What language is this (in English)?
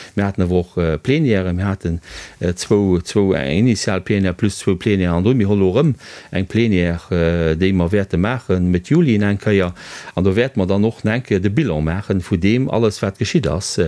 Luxembourgish